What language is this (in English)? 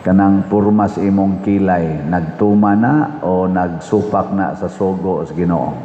Cebuano